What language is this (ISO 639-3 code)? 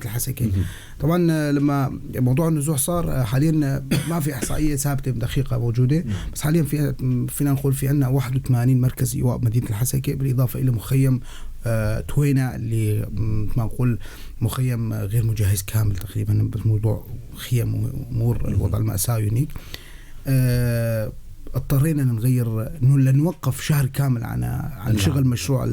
apc